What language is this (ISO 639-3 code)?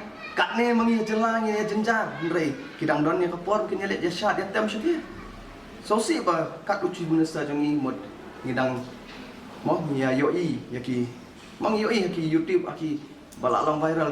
kha